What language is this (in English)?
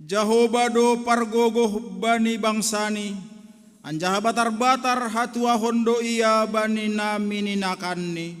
Batak Simalungun